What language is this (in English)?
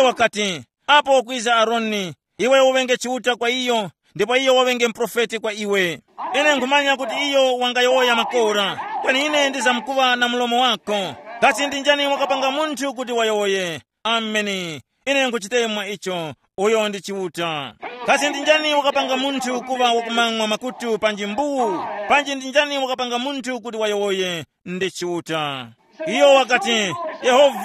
Tumbuka